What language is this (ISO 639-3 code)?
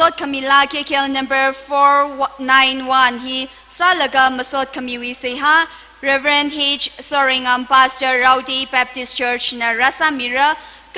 nmf